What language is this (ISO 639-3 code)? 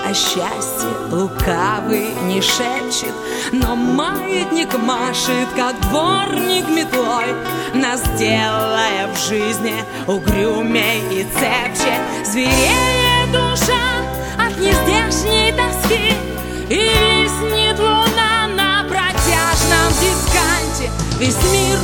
rus